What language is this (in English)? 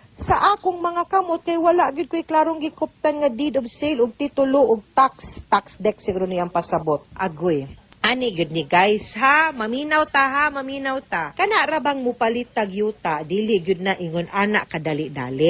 Cebuano